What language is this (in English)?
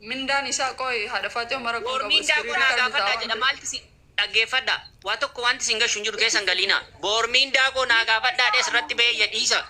Oromo